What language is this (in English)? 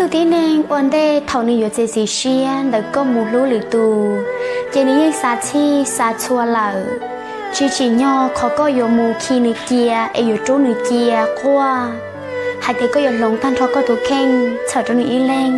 Hmong